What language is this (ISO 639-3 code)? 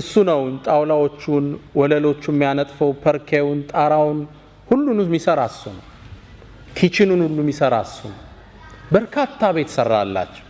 amh